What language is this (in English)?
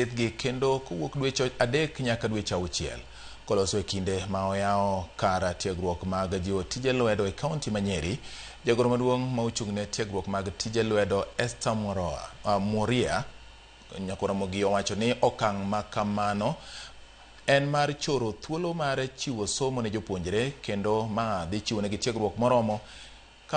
Luo (Kenya and Tanzania)